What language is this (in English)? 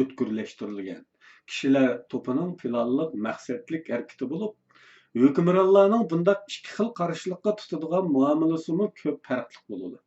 Uyghur